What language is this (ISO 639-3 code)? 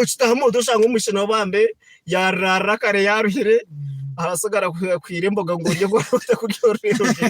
nyn